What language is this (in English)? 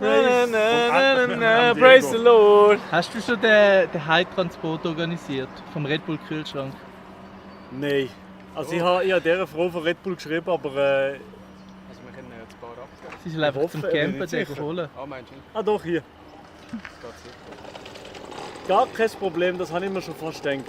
Swiss German